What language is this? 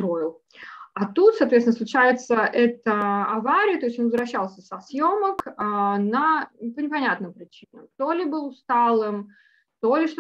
Russian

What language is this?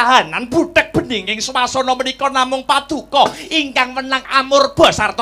Javanese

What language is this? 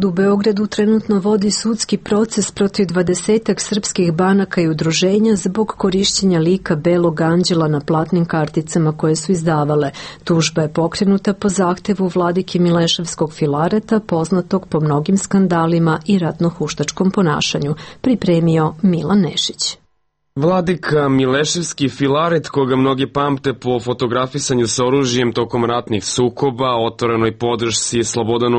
Serbian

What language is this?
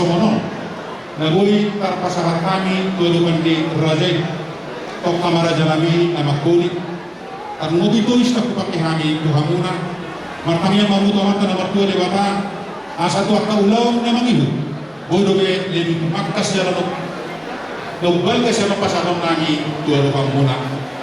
Batak Toba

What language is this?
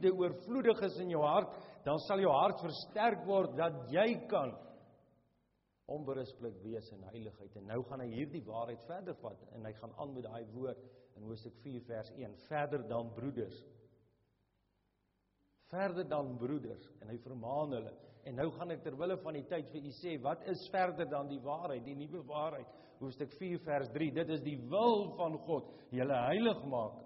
Afrikaans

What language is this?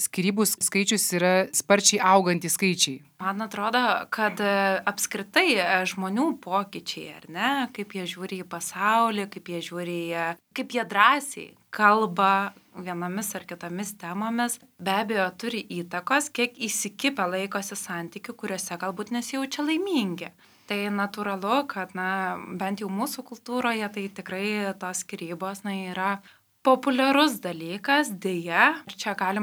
Lithuanian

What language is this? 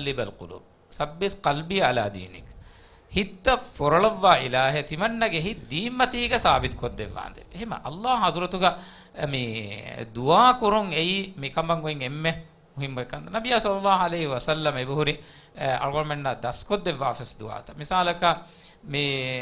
Divehi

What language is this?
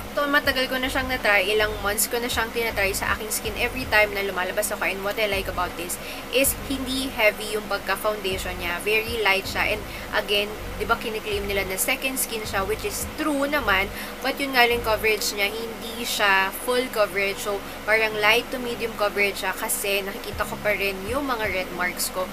Filipino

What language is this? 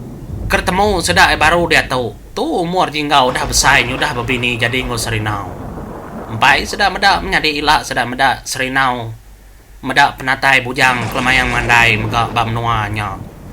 Iban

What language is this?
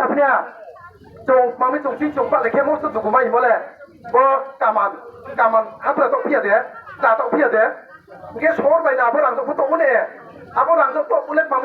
Riang (India)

